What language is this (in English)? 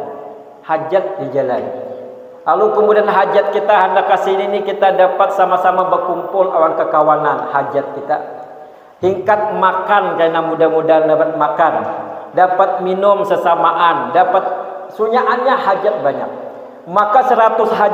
Banjar